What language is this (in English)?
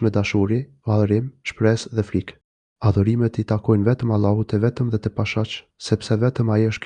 Albanian